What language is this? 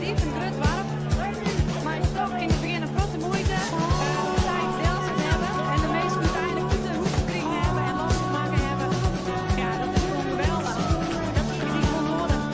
Western Frisian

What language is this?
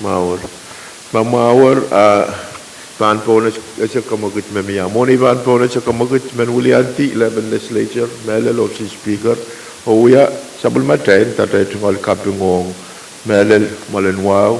Pohnpeian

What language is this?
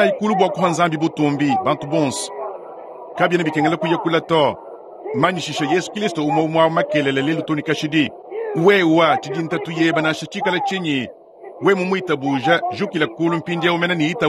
Luba-Lulua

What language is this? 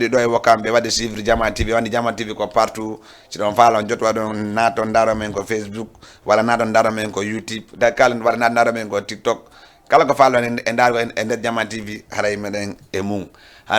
Fula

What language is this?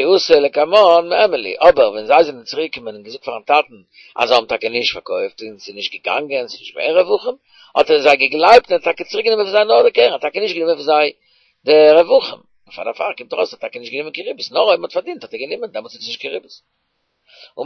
Yiddish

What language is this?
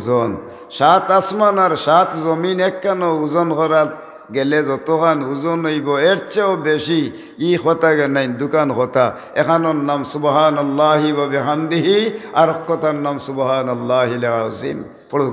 Sylheti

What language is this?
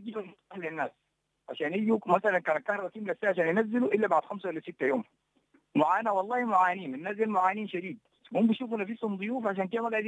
Sudanese Arabic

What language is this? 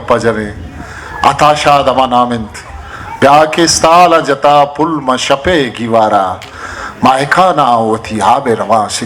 Eastern Balochi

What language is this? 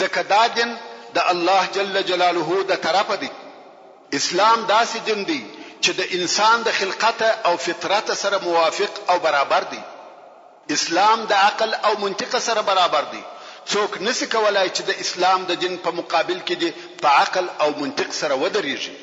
Pashto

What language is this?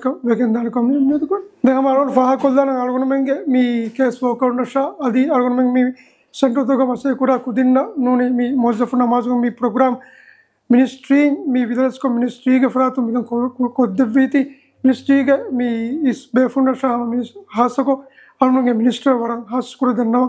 Divehi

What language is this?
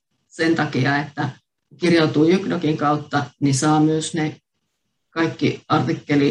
Finnish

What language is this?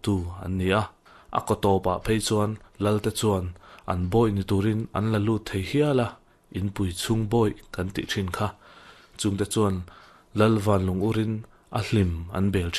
Mizo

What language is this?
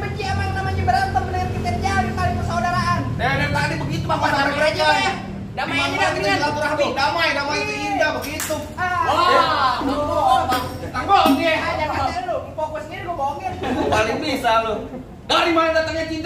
Betawi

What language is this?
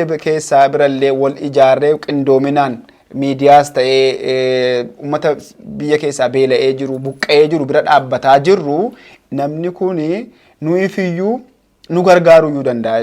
Oromo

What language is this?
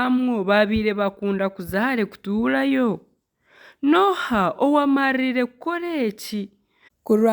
Nyankole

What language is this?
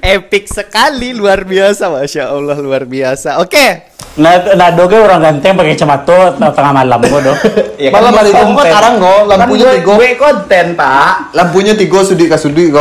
Minangkabau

